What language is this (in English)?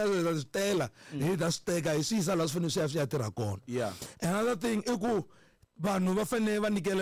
Tsonga